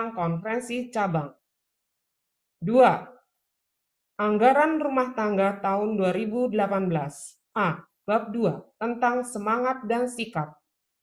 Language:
Indonesian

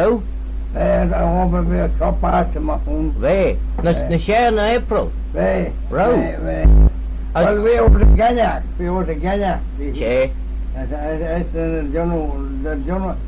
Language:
Manx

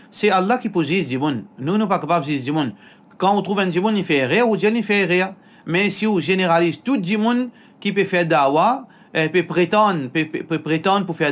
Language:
Morisyen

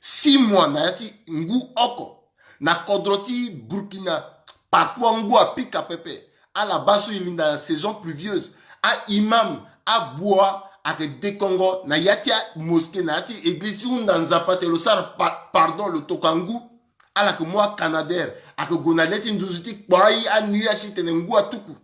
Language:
Sango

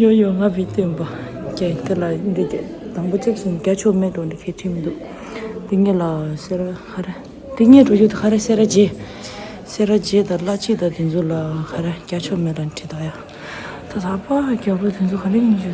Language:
Tibetan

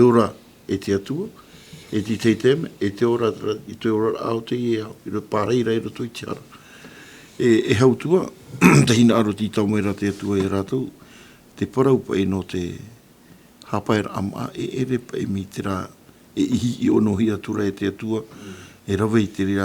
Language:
Tahitian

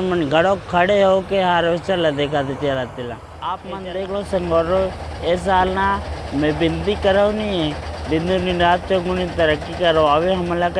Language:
Chhattisgarhi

